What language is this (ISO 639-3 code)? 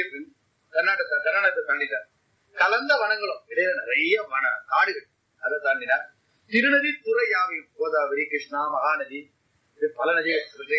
tam